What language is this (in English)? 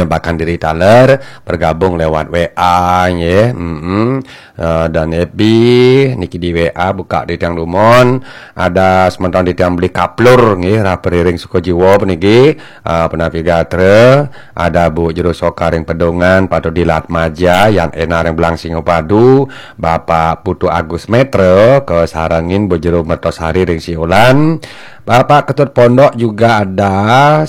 Balinese